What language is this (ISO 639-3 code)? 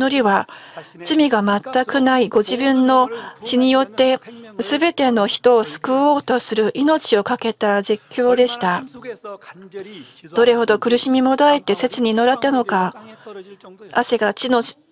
jpn